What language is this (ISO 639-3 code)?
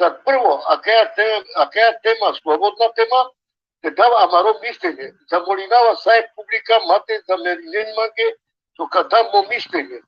rmn